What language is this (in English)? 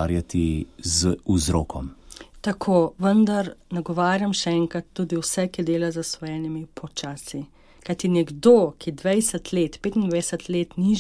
Slovenian